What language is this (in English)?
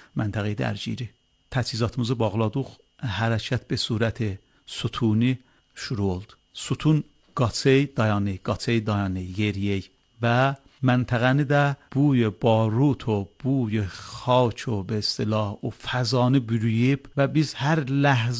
Azerbaijani